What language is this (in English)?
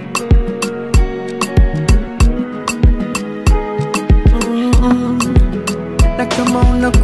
Swahili